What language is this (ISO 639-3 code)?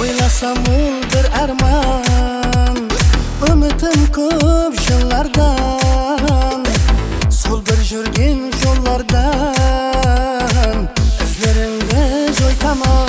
kaa